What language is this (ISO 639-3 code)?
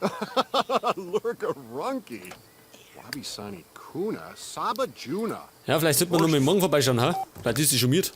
bar